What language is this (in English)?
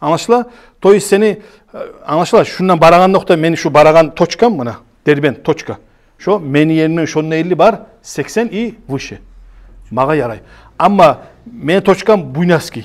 Kumyk